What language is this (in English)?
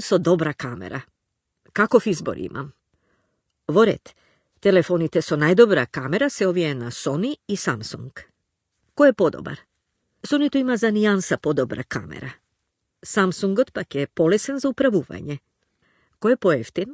Macedonian